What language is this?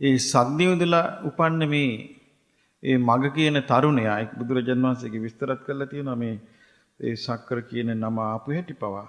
Sinhala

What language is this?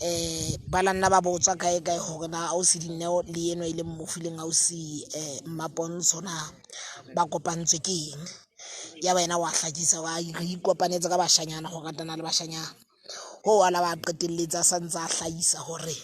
Southern Sotho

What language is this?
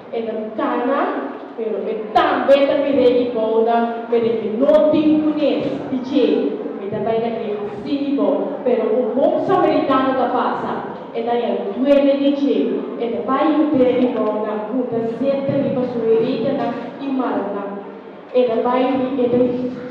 Papiamento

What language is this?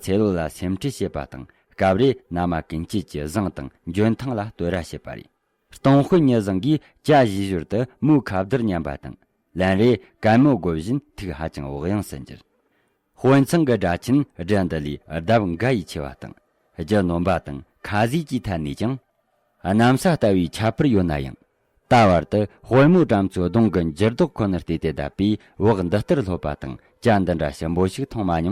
Tibetan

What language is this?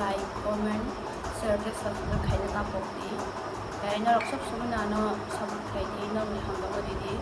Kok Borok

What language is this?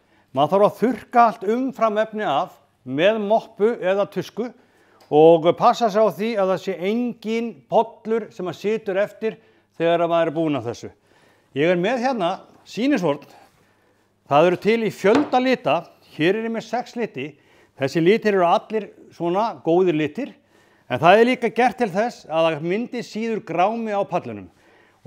Icelandic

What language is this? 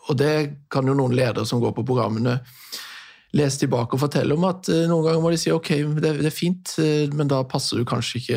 Norwegian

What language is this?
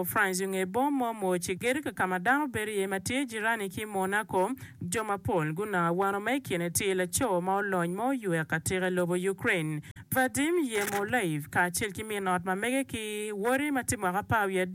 Acoli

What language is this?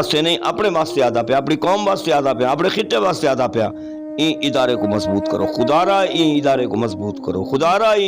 Saraiki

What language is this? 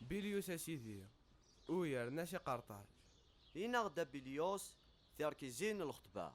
Kabyle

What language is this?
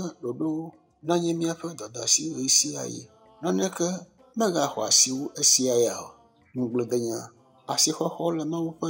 Ewe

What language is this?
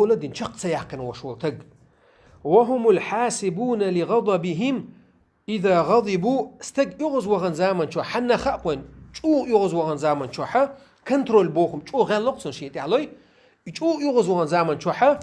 Chechen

